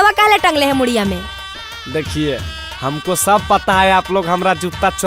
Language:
Magahi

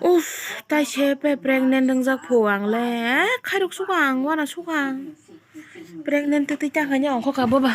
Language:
Kok Borok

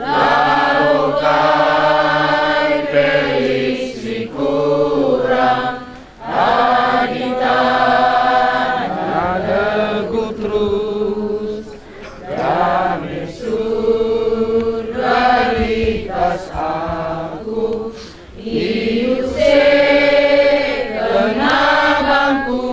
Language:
Batak Karo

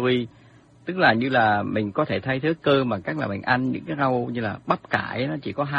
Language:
Vietnamese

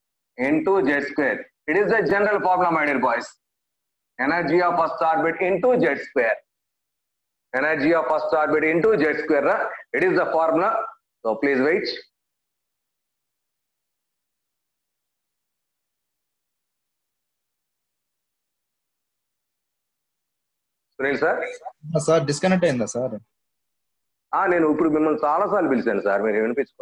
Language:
English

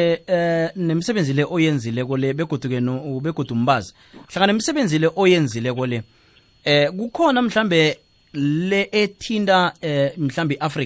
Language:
South Ndebele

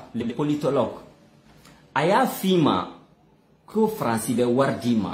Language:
Bambara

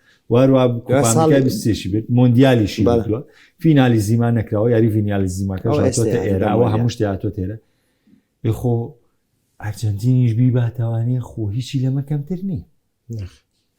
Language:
Central Kurdish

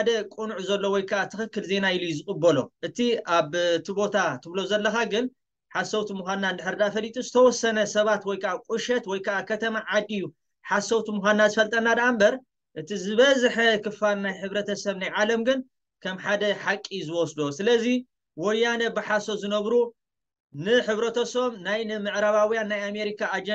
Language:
Tigrinya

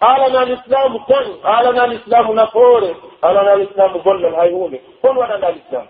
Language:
Pular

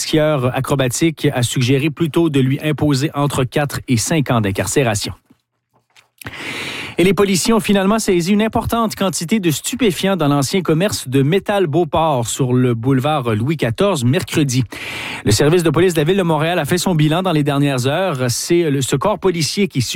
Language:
French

